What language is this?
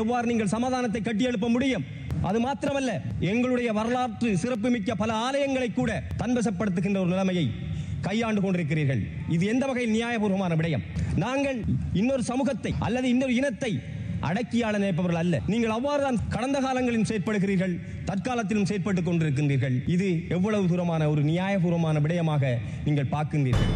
Tamil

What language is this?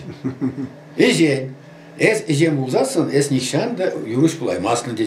Chuvash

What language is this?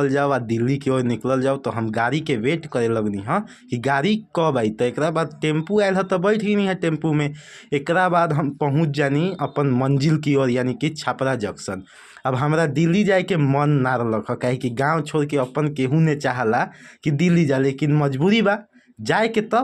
Bhojpuri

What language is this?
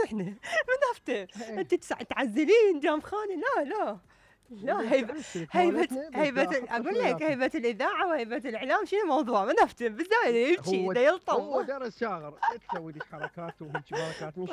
Mesopotamian Arabic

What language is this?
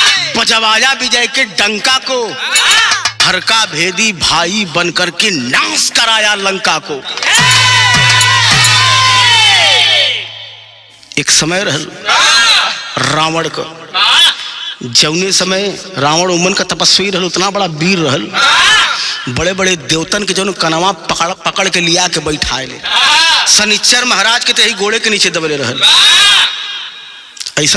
Bhojpuri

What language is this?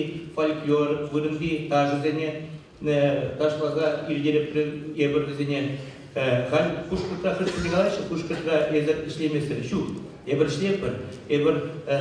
Chuvash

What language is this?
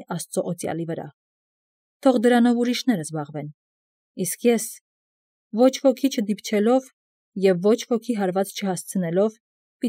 Armenian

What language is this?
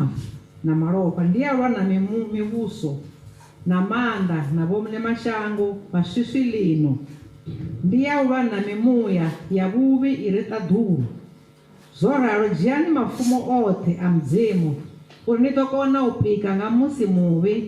Venda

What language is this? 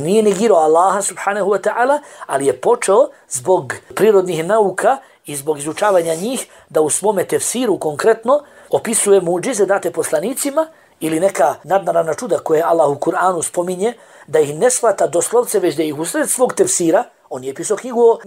Bosnian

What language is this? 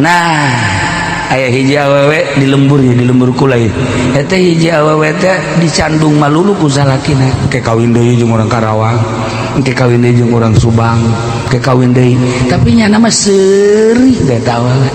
Sundanese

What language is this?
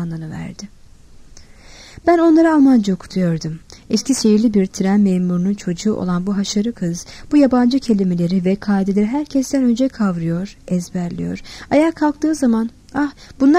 Turkish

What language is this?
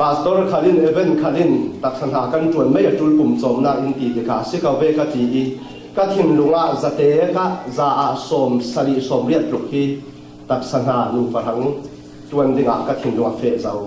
Falam Chin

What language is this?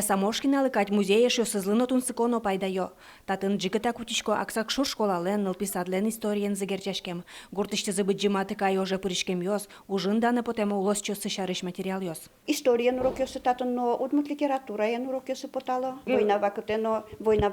Udmurt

